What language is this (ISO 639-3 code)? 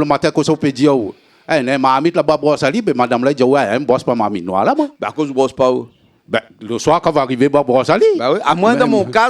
rcf